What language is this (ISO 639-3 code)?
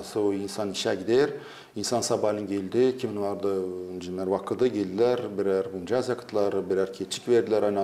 gag